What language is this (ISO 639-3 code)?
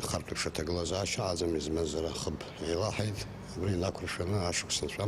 abk